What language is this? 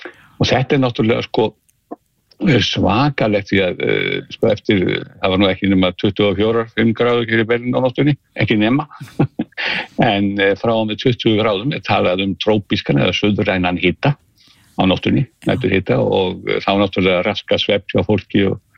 Icelandic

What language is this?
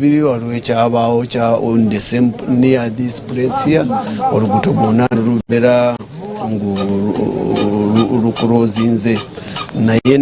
Ganda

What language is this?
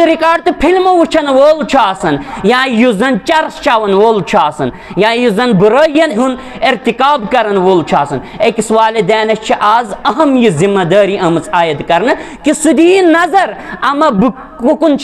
Kashmiri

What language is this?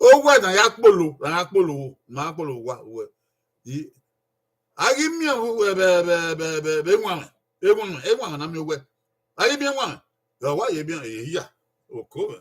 Bini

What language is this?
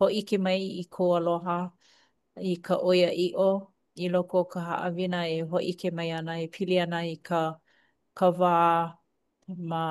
Hawaiian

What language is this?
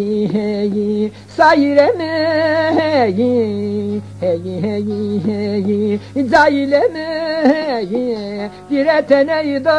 Zaza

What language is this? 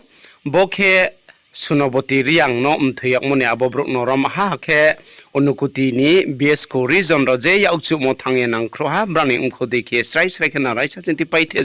Riang (India)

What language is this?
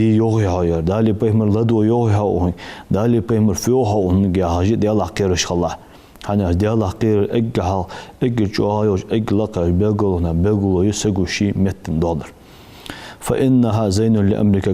Ingush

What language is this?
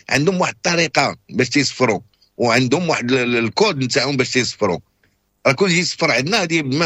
Moroccan Arabic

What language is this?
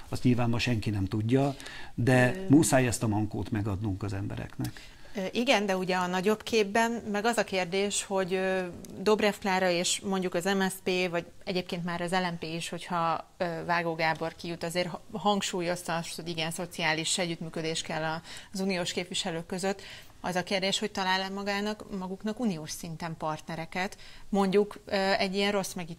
Hungarian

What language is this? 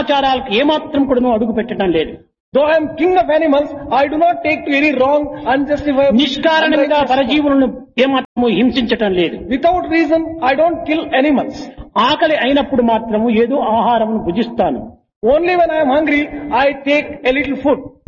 Telugu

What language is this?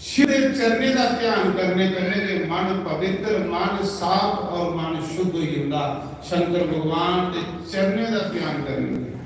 Dogri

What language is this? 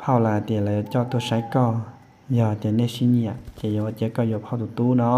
Hmong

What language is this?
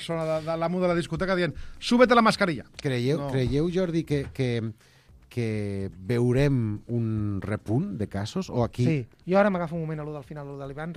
Catalan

